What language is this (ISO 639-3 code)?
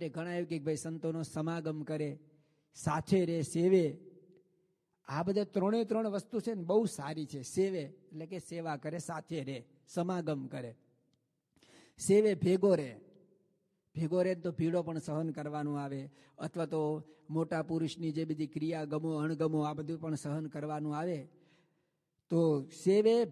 guj